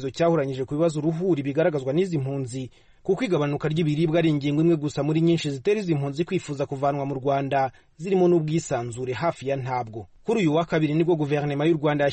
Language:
Kinyarwanda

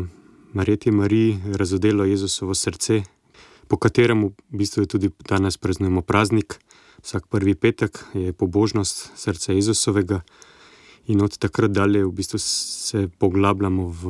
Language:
Slovenian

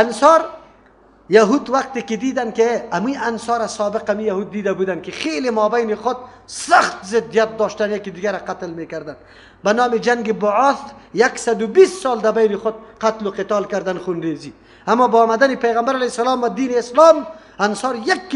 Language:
Persian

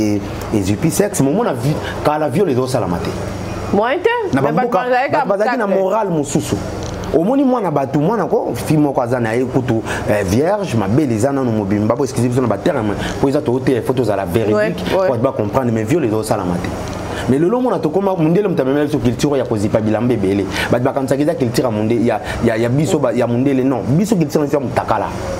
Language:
Lingala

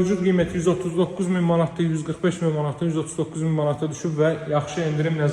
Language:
Azerbaijani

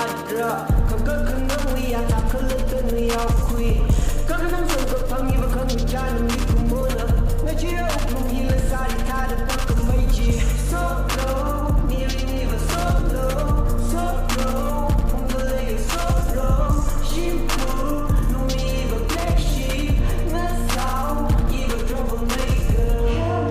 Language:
Tangkhul Naga (India)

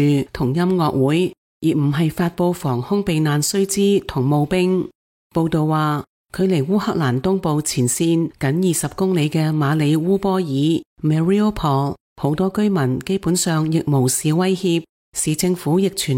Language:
Cantonese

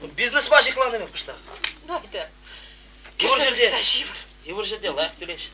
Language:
Chuvash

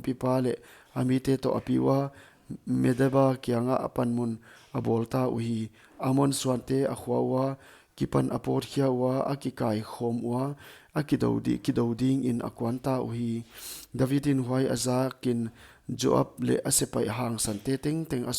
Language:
Paite Chin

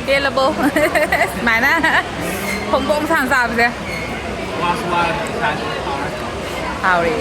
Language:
Manipuri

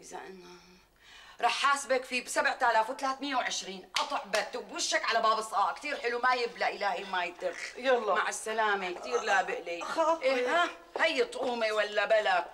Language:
North Levantine Arabic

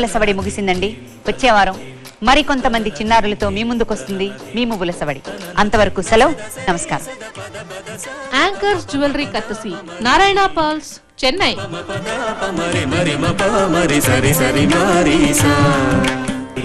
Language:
Telugu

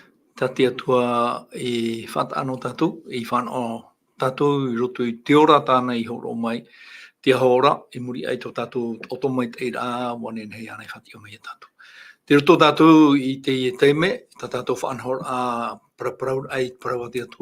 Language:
Tahitian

